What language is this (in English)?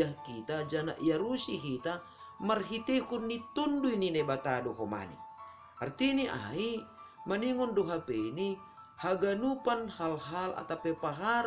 Batak Simalungun